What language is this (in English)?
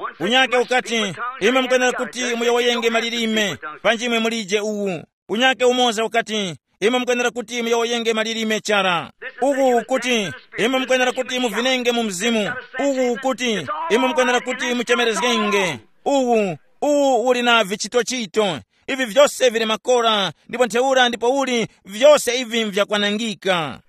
Tumbuka